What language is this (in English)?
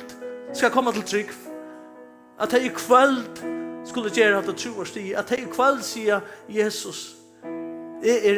Faroese